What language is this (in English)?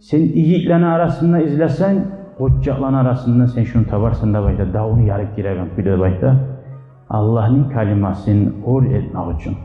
Kumyk